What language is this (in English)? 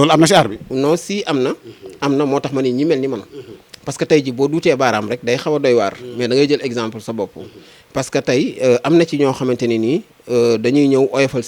Wolof